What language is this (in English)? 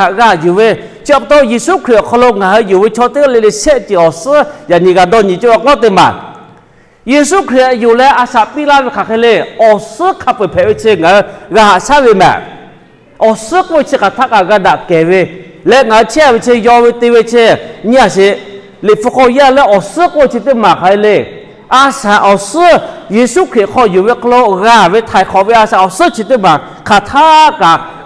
Lahu